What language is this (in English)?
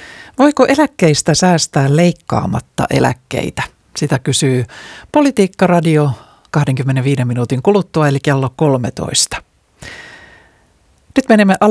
Finnish